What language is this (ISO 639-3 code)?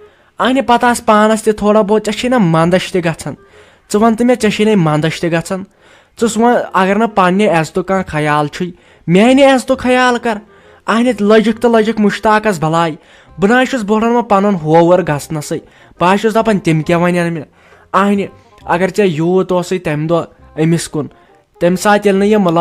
kas